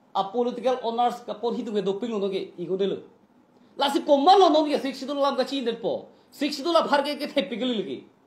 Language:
Karbi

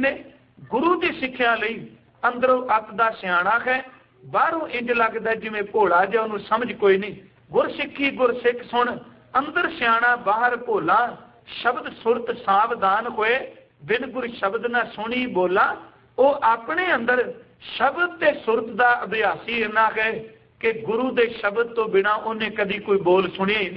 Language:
Punjabi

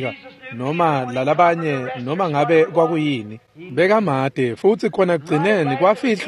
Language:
Swati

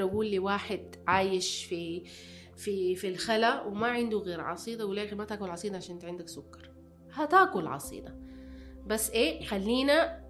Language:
Sudanese Arabic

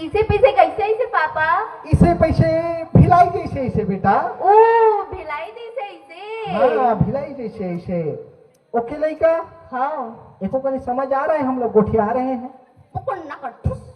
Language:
Chhattisgarhi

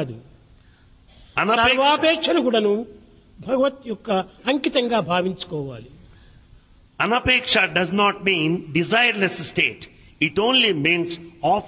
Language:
Telugu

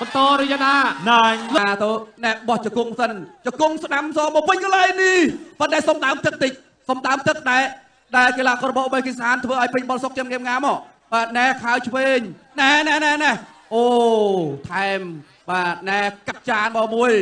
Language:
Khmer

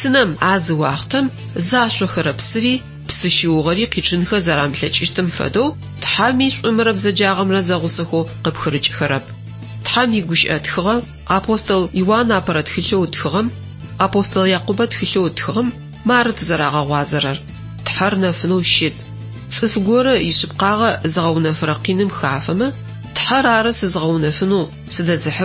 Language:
Adyghe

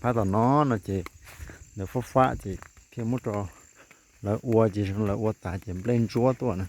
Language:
Hmong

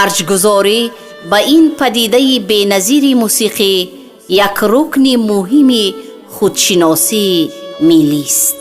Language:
Tajik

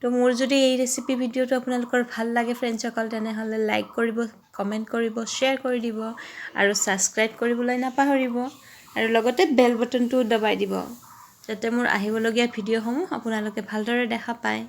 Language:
Assamese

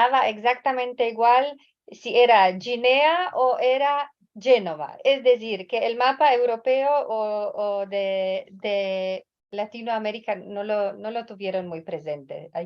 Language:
Ladino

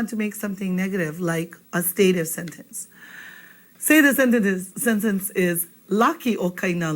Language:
Hawaiian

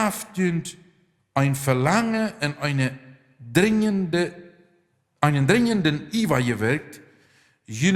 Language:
Plautdietsch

